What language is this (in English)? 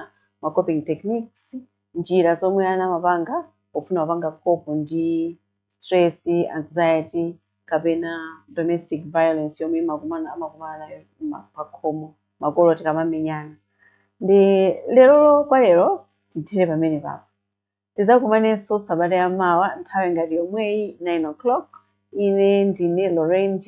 Nyanja